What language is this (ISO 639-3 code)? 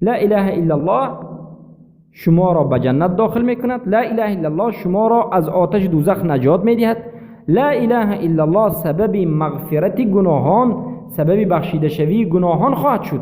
fas